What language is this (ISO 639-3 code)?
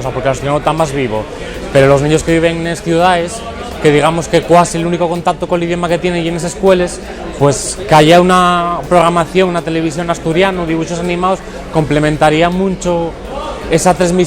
ast